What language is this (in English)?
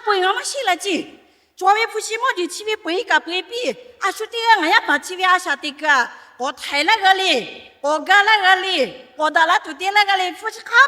Lahu